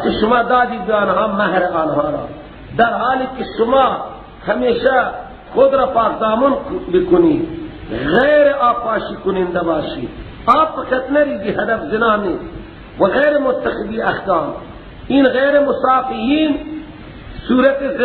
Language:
Persian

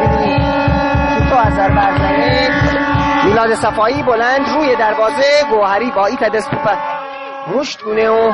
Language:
Gilaki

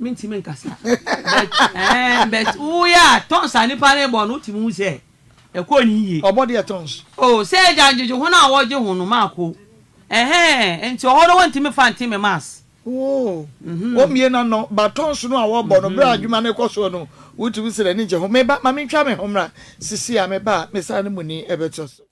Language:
Akan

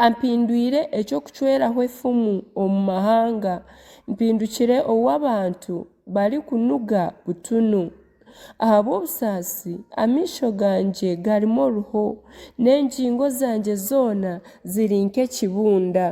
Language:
Nyankole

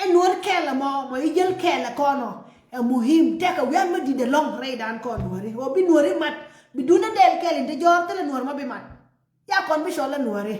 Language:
Nuer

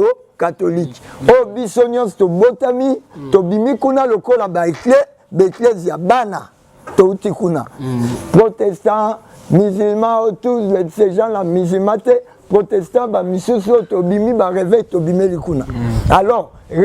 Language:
Lingala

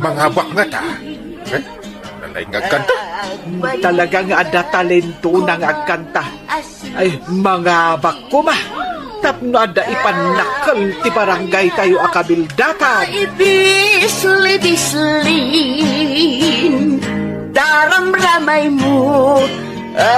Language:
Iloko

